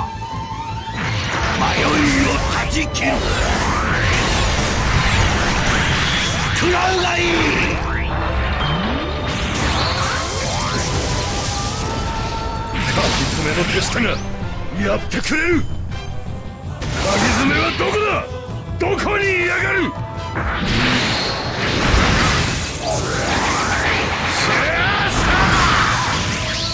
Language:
Japanese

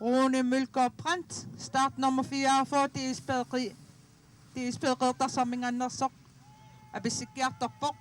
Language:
Kalaallisut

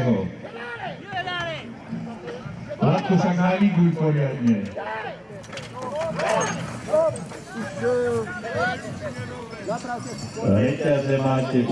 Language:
Slovak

